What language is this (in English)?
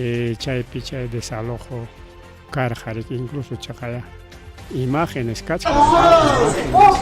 Ayacucho Quechua